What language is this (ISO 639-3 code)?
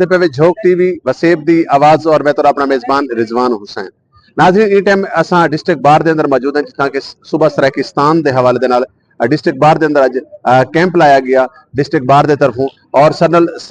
skr